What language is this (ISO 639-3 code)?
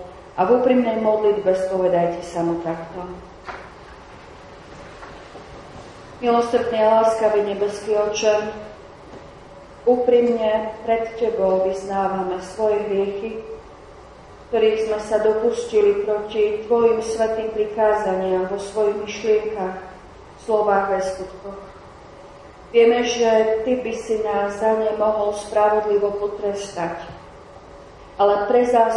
slk